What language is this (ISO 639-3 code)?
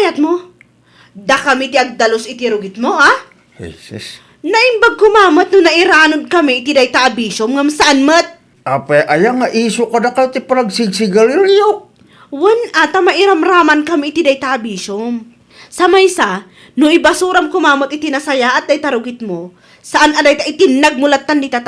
ilo